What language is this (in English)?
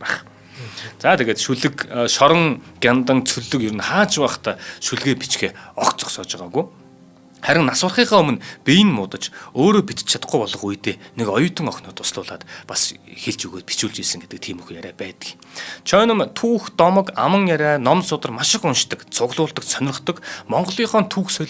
Mongolian